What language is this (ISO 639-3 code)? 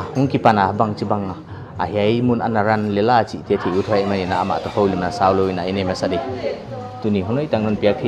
pck